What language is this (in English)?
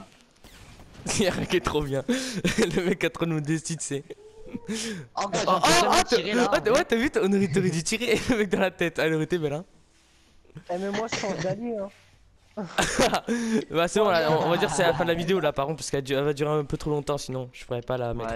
French